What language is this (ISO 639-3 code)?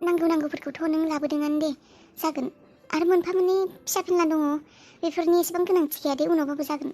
brx